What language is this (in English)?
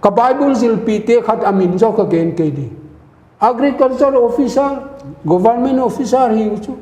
Paite Chin